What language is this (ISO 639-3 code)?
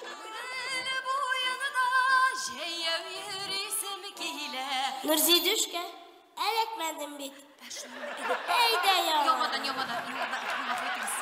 tat